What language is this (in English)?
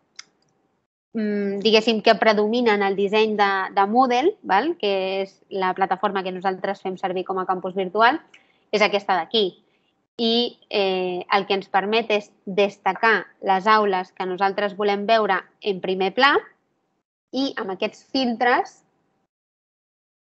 Catalan